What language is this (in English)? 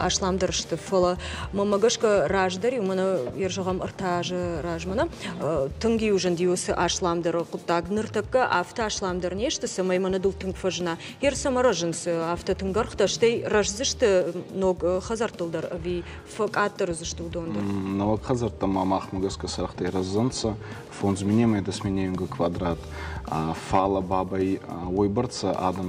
Ossetic